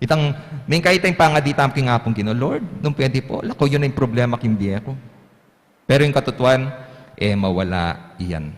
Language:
Pampanga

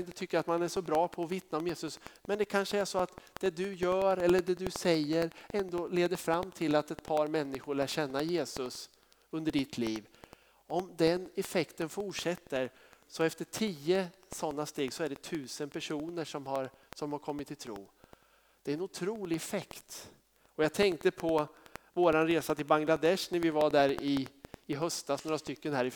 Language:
Swedish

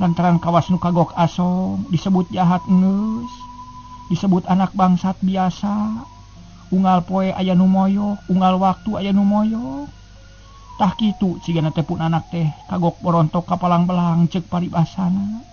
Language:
Sundanese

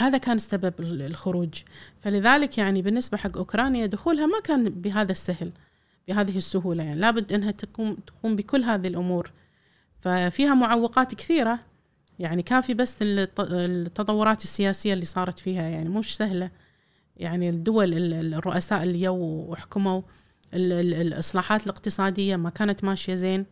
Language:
Gulf Arabic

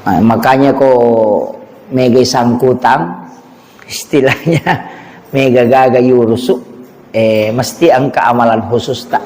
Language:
Buginese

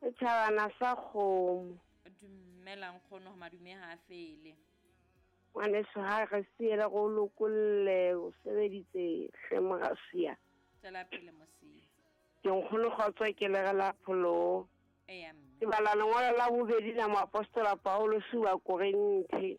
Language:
Southern Sotho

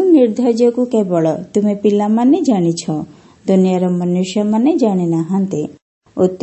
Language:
Odia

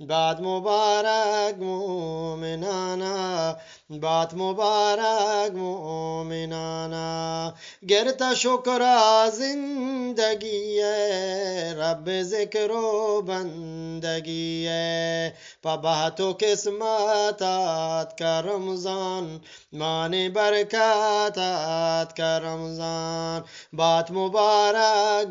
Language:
Eastern Balochi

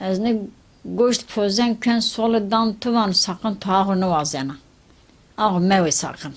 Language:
Zaza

